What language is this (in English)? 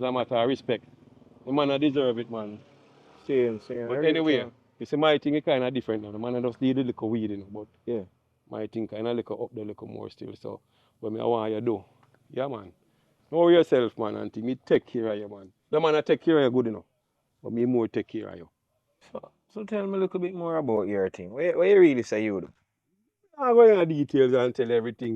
Jamaican Creole English